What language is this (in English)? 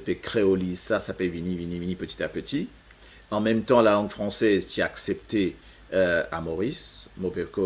Morisyen